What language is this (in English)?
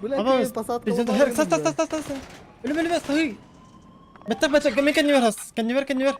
Yakut